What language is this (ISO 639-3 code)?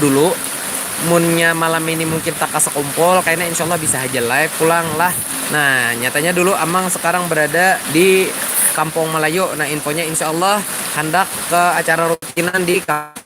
bjn